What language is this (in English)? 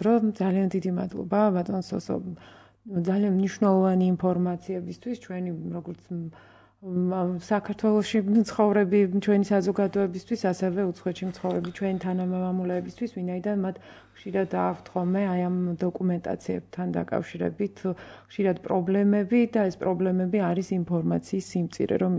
Georgian